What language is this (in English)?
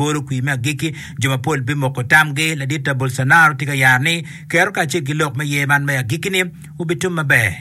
Acoli